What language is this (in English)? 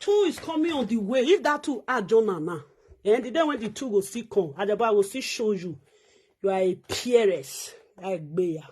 Nigerian Pidgin